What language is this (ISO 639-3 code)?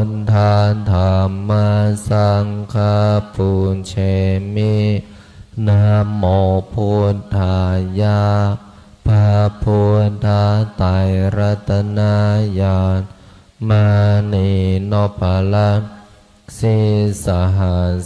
pli